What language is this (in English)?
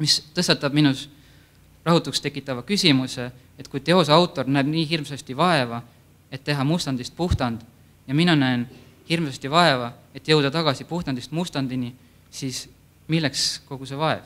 Estonian